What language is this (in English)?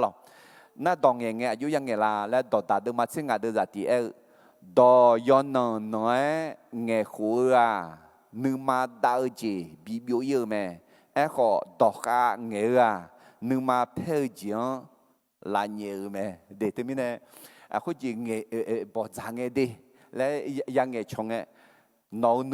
Akha